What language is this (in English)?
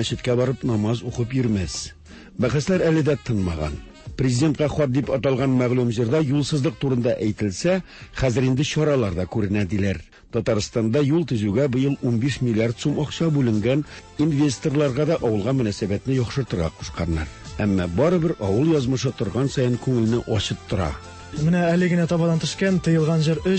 Tatar